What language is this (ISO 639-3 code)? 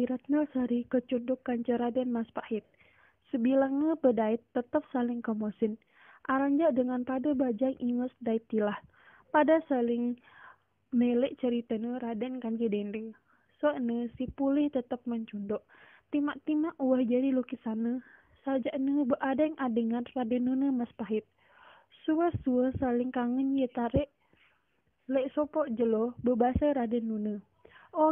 sas